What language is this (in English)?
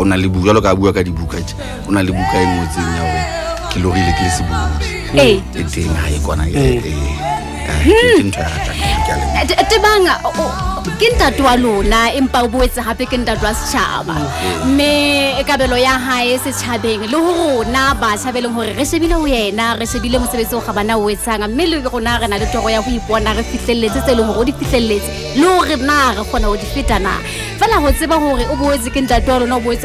Southern Sotho